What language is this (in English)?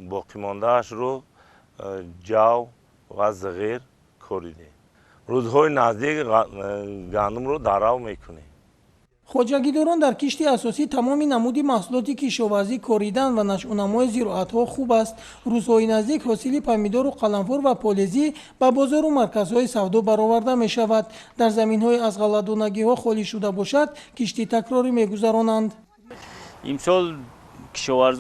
Tajik